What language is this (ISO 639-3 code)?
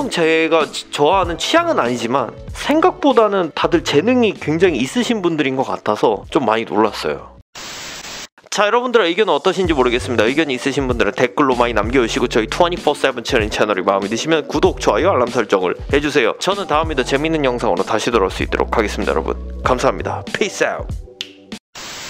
kor